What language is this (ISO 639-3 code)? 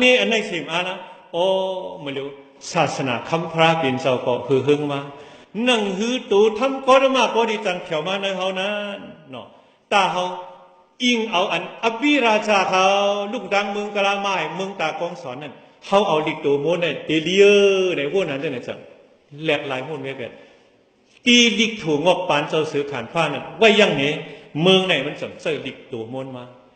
shn